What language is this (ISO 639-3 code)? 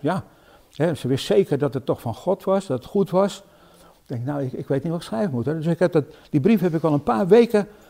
nld